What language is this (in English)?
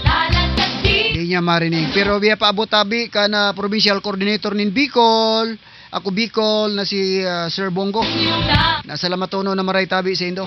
Southern Catanduanes Bikol